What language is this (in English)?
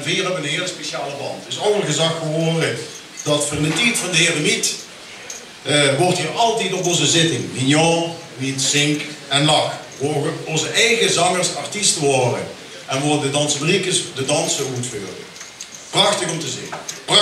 Limburgish